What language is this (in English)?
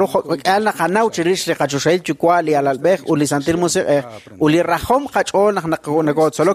Kekchí